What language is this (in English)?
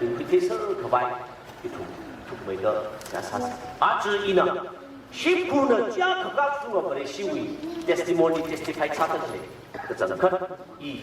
Tangkhul Naga (India)